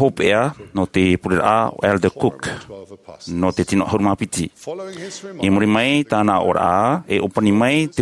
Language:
Tahitian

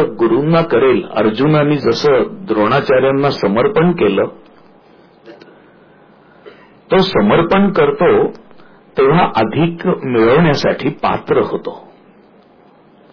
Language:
Marathi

